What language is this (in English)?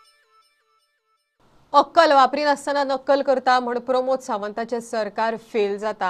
Konkani